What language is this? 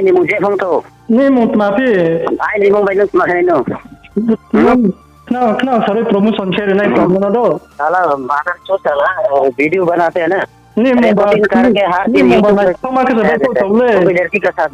Riang (India)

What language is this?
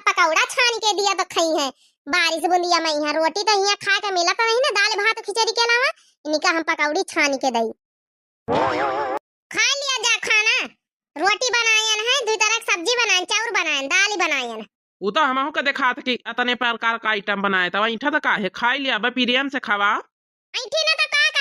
Awadhi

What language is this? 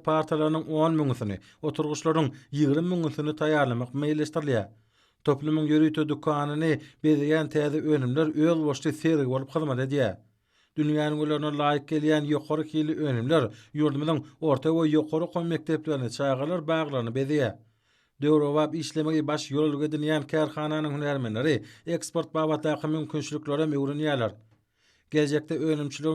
Turkmen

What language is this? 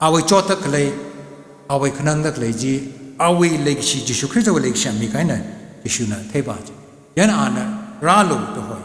Tangkhul Naga (India)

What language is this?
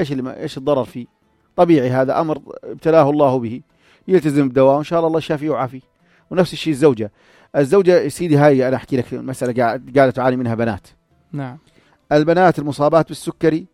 North Levantine Arabic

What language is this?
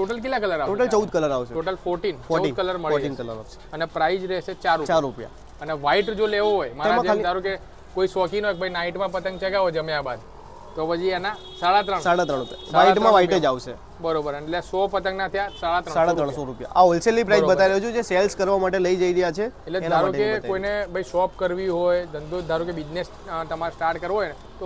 Gujarati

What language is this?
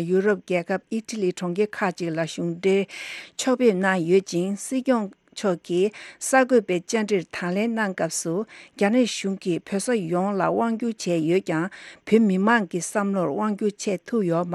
Tibetan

